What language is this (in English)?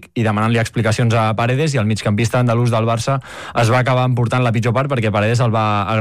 Catalan